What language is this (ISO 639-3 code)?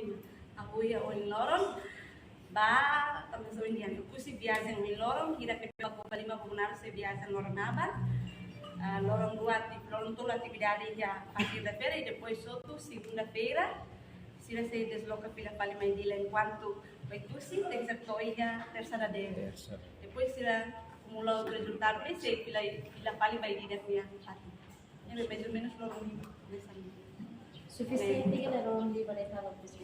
tet